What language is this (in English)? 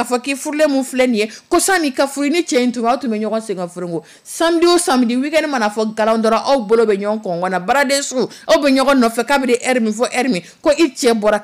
Dyula